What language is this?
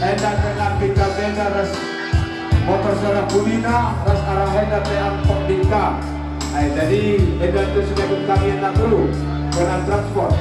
Batak Karo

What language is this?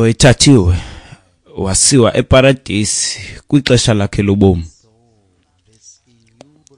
Xhosa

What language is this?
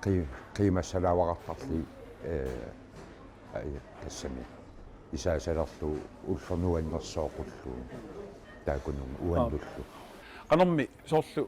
Kalaallisut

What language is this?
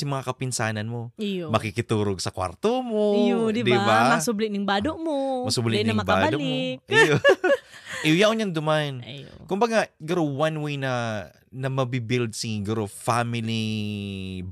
Bikol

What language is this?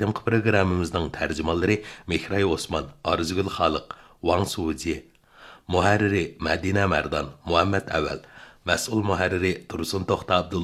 Uyghur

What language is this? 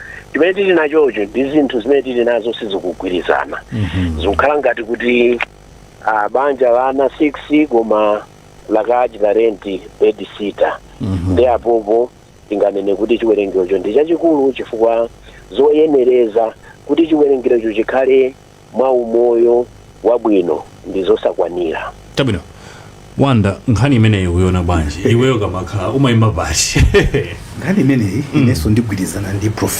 Nyanja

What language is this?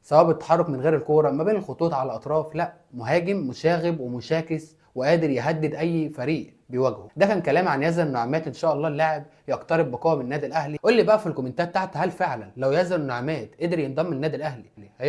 Egyptian Arabic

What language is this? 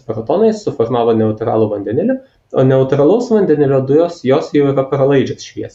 Lithuanian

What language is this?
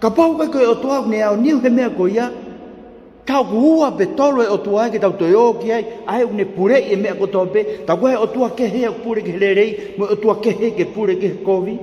Tongan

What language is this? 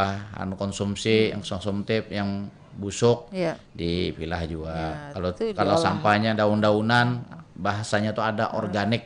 Banjar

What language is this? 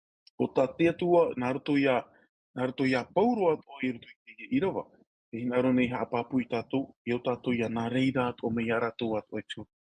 Tahitian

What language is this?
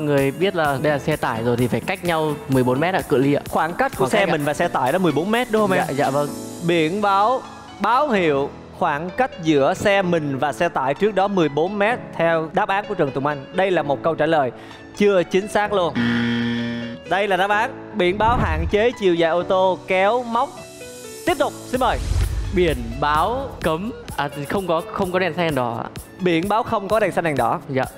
Vietnamese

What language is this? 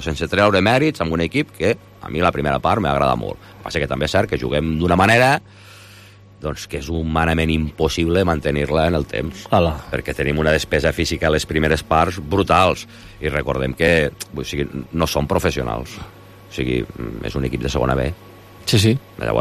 Catalan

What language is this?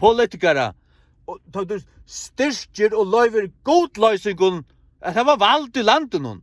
Faroese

